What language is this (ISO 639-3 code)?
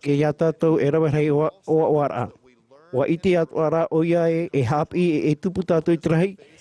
tah